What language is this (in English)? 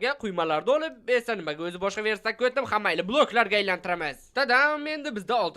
Uzbek